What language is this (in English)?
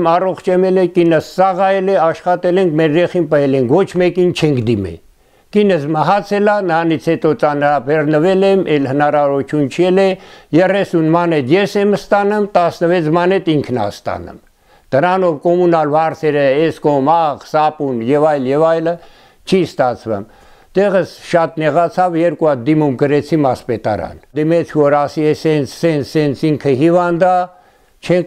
Armenian